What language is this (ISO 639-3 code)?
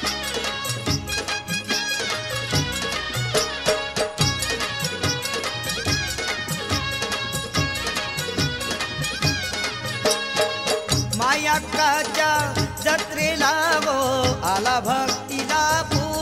mar